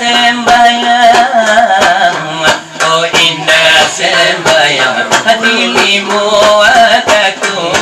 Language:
Minangkabau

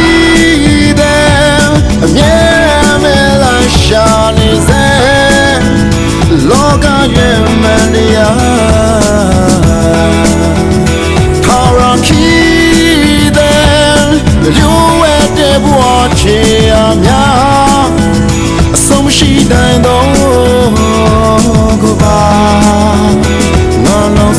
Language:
Burmese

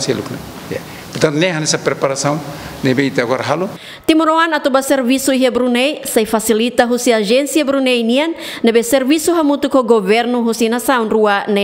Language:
Tetum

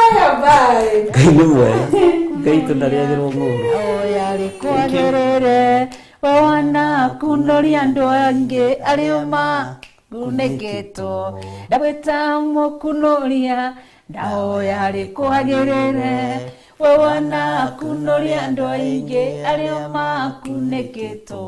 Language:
Kikuyu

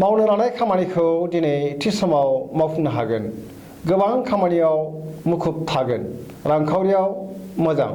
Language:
Bodo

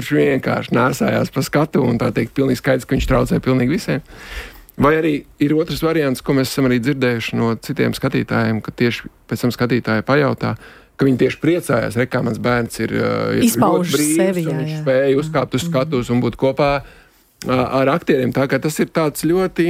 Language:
Latvian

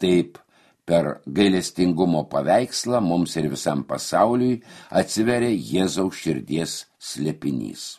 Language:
Lithuanian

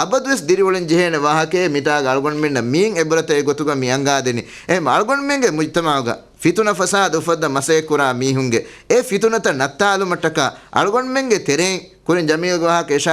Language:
Divehi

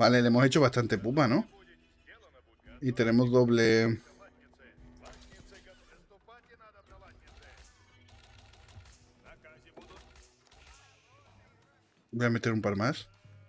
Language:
Spanish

